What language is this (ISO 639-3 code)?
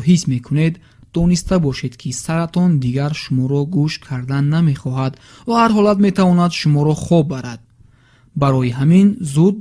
tgk